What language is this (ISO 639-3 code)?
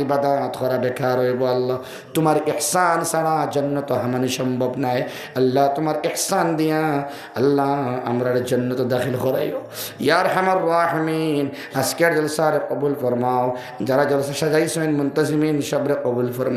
syl